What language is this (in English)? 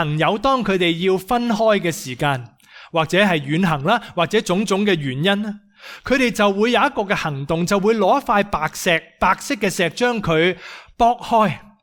Cantonese